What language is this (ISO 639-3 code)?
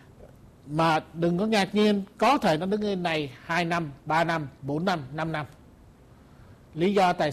vie